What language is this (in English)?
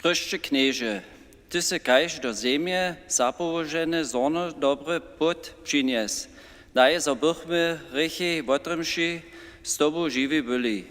Upper Sorbian